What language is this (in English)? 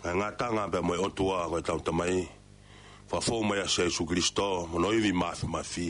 Tongan